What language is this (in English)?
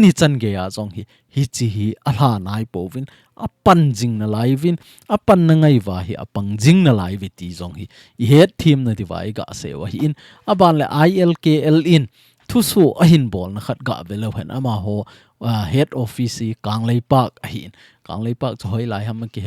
Thado Chin